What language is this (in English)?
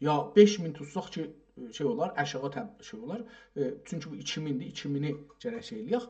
South Azerbaijani